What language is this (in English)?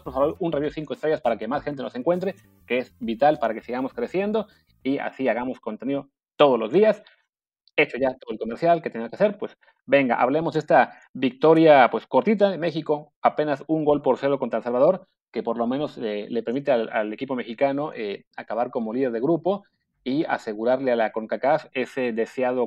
Spanish